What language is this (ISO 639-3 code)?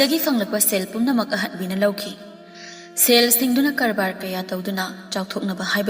mni